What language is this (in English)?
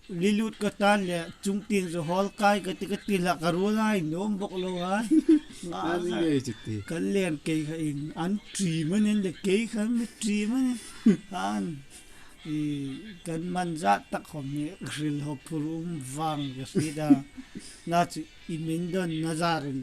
Hmar